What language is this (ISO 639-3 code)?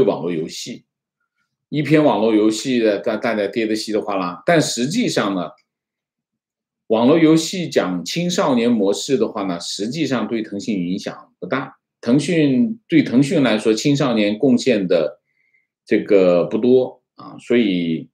zho